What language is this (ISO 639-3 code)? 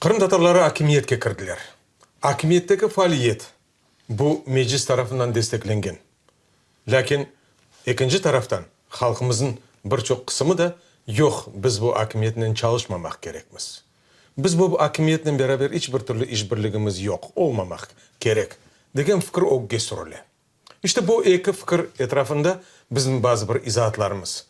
crh